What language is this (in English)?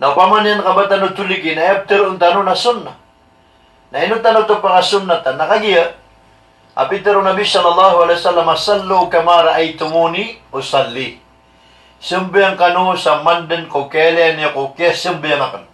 Maranao